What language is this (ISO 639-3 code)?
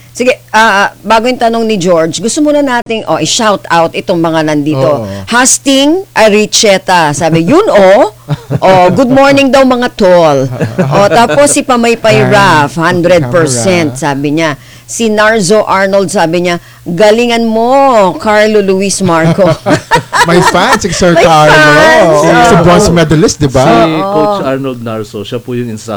fil